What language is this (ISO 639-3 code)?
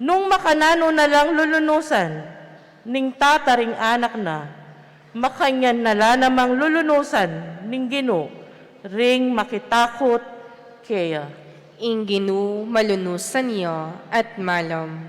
pam